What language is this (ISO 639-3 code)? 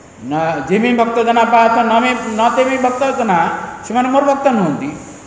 ori